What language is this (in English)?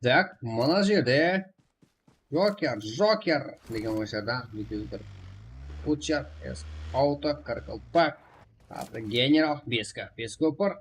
Kara-Kalpak